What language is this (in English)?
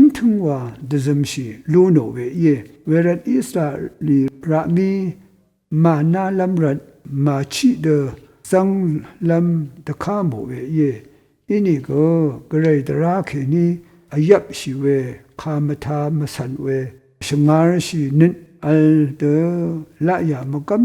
Rawang